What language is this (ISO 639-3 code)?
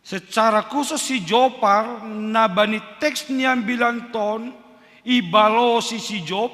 bts